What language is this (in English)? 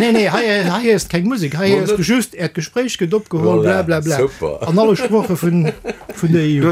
Luxembourgish